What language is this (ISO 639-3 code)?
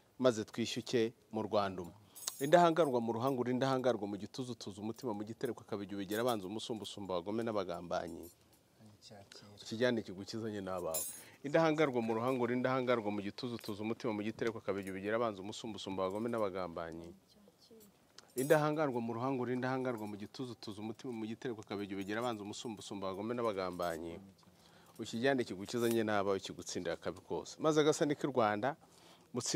kin